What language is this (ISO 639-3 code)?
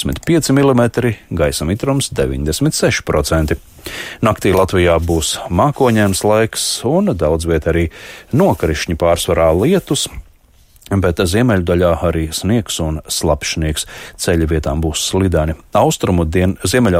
lav